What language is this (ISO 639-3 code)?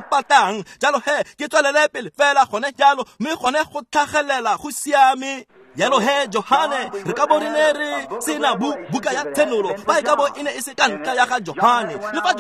tsn